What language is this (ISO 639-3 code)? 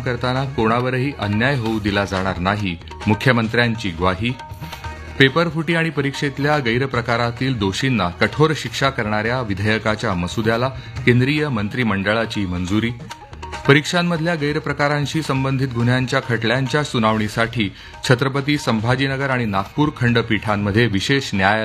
mar